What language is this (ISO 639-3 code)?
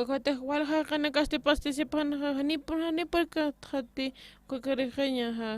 aym